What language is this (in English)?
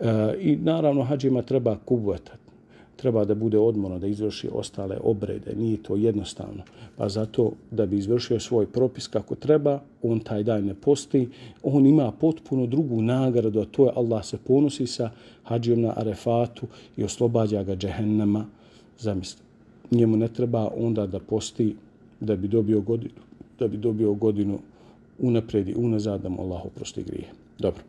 Bosnian